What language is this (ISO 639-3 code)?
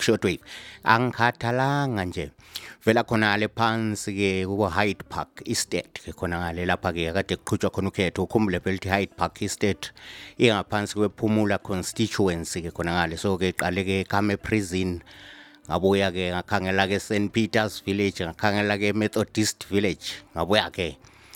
nde